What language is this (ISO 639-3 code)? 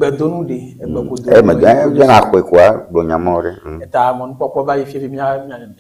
ewe